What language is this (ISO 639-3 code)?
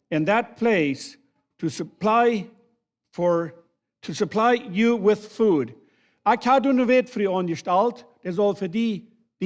pdt